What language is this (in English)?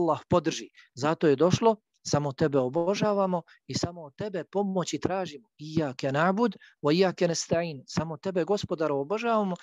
Bosnian